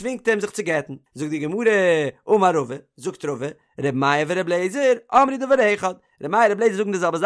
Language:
Yiddish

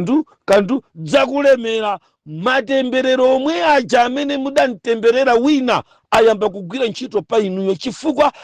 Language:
Nyanja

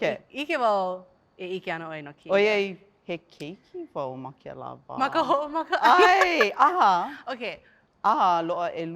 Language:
Hawaiian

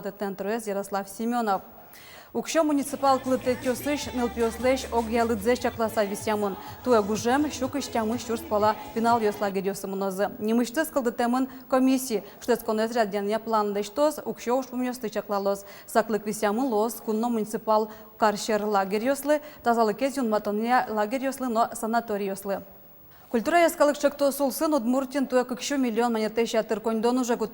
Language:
Udmurt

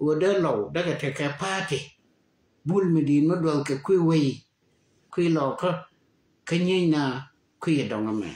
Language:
Nuer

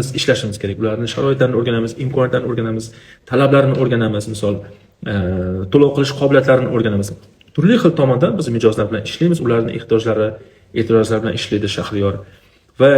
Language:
Uzbek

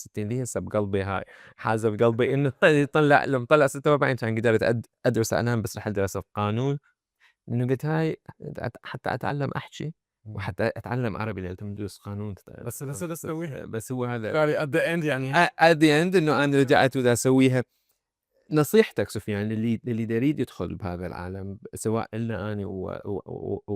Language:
Mesopotamian Arabic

